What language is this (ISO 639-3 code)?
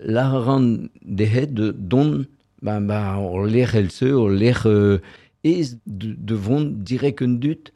bre